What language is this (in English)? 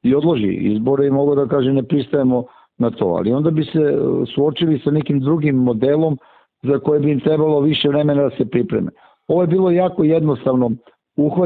Serbian